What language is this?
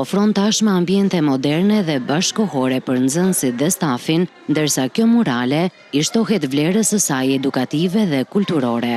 Albanian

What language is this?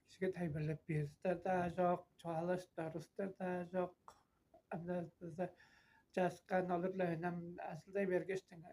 Tuvinian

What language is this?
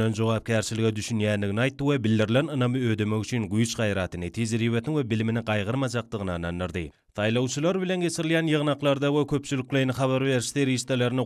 Turkmen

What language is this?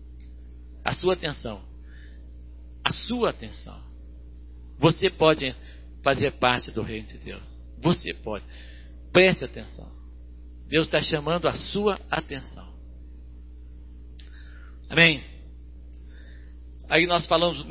Portuguese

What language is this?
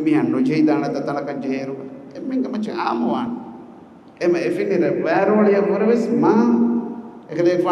Divehi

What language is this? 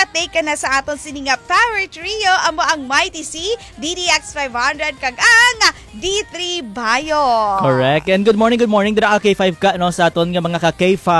Hiligaynon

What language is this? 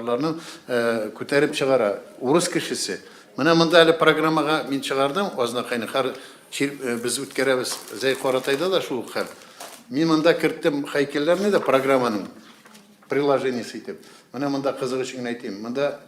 Tatar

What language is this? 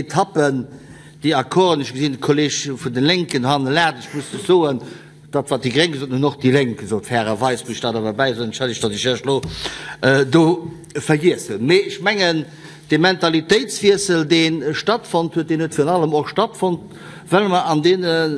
Luxembourgish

